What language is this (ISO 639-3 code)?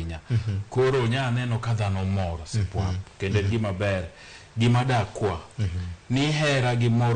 luo